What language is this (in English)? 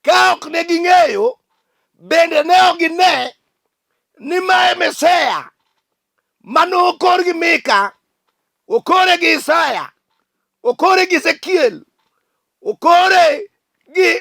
Luo (Kenya and Tanzania)